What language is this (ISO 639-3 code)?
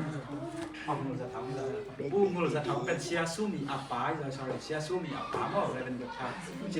ctd